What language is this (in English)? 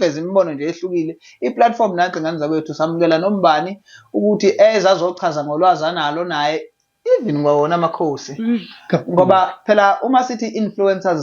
Zulu